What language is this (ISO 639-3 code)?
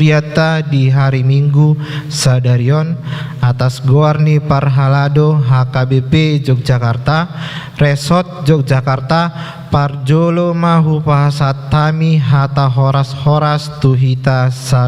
bbc